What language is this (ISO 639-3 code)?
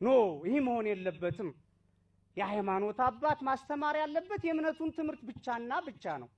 amh